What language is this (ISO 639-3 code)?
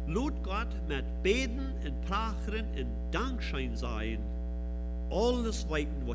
pdt